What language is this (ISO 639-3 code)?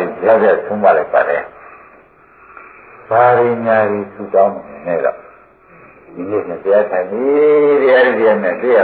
mya